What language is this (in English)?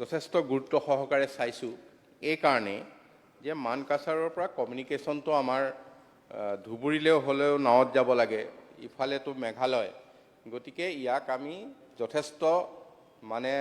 Assamese